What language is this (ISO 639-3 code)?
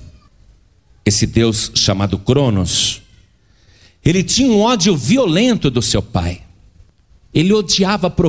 por